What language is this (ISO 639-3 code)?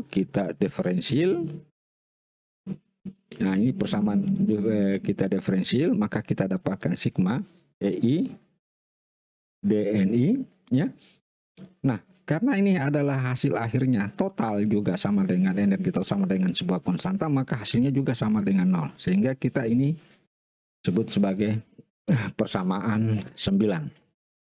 ind